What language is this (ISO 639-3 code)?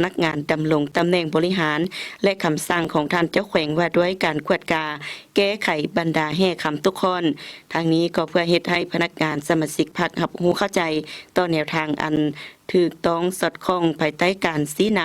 lao